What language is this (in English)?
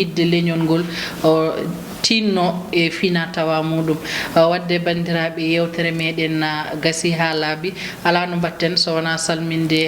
Fula